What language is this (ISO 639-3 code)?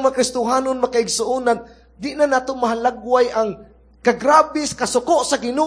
ceb